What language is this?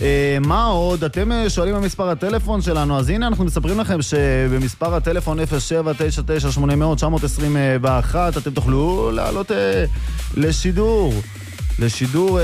Hebrew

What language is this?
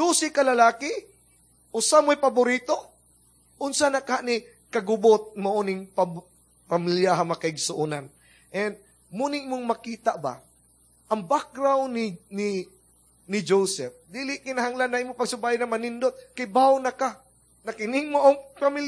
Cebuano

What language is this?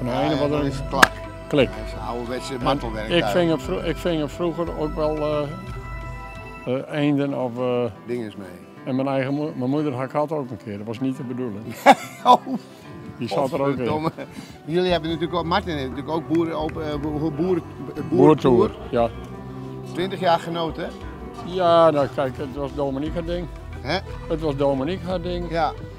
Dutch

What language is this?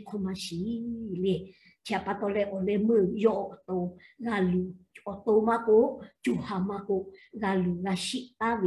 Lahu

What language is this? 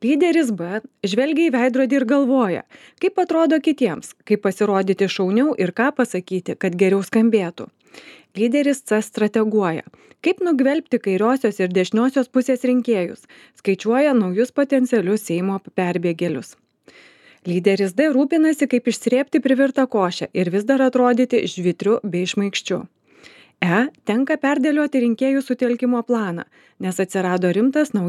Lithuanian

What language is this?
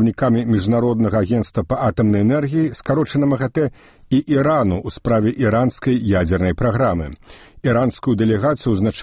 Belarusian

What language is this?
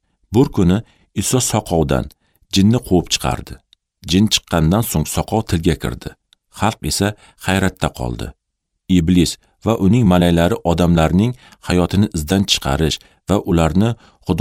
Uzbek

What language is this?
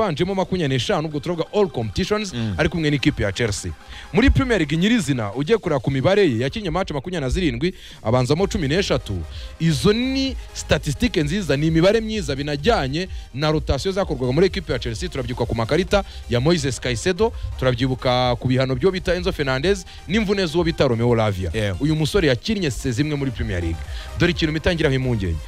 Kinyarwanda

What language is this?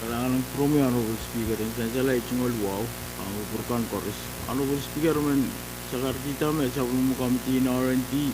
Pohnpeian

